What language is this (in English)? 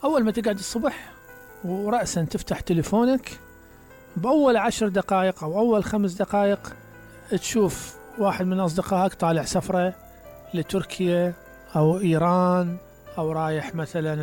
Mesopotamian Arabic